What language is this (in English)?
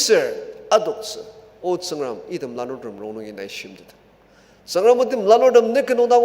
Ao Naga